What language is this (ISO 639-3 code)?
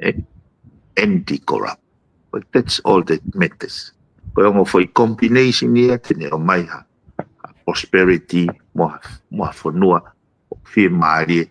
ton